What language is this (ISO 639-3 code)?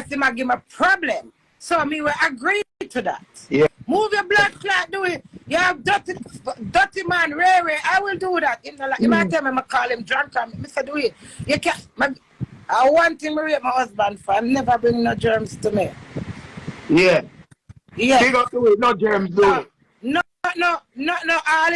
jam